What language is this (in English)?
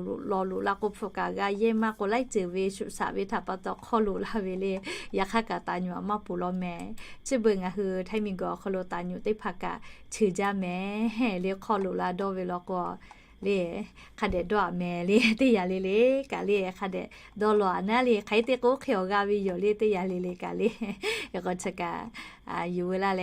Lahu